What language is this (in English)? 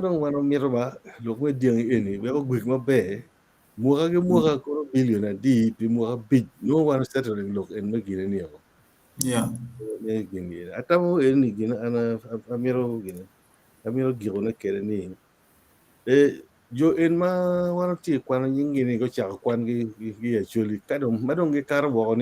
Acoli